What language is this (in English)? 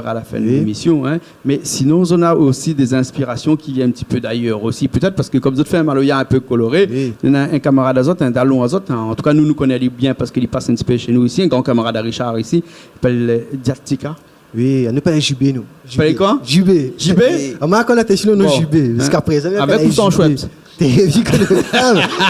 Réunion Creole French